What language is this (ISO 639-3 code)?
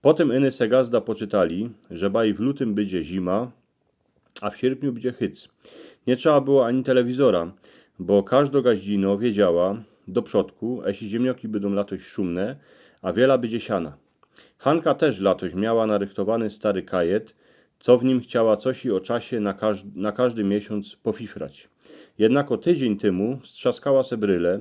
szl